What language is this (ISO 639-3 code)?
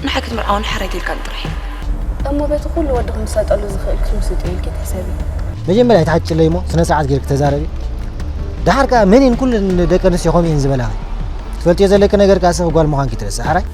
tir